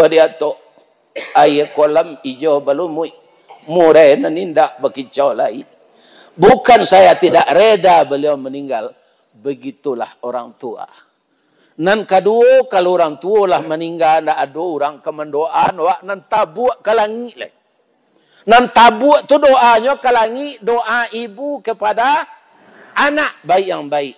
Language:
Minangkabau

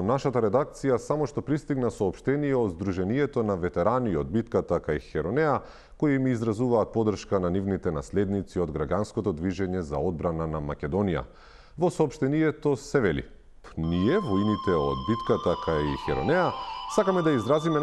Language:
Macedonian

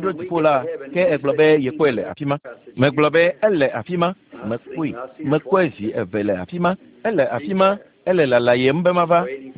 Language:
Ewe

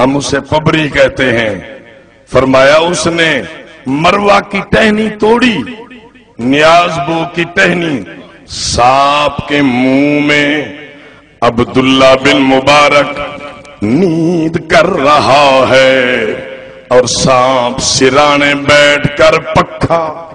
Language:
Saraiki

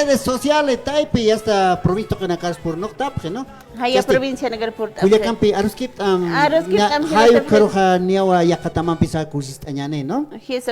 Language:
Aymara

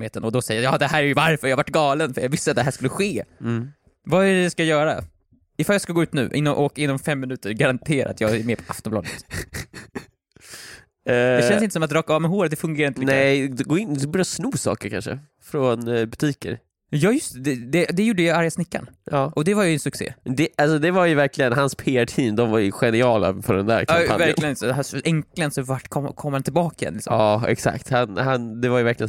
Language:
Swedish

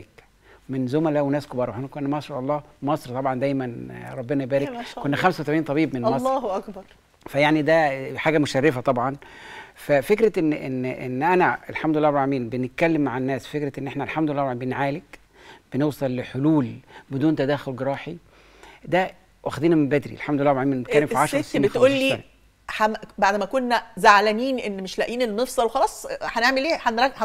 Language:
Egyptian Arabic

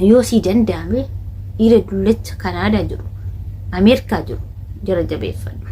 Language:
Oromo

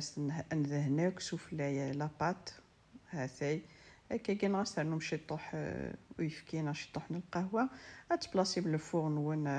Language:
Kabyle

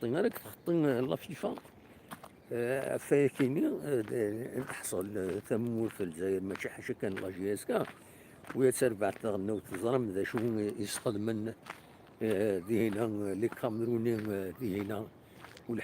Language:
Kabyle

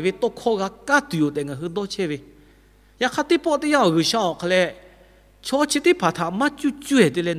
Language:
Lahu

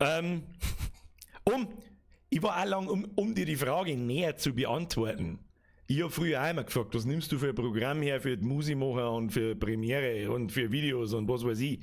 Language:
Bavarian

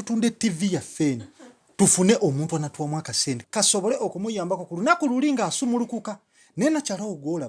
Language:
Ganda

